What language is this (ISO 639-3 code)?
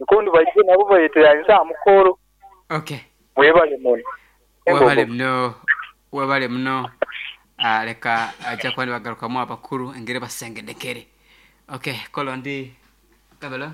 nyo